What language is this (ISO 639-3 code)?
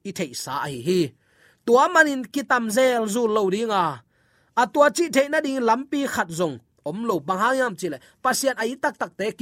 ctd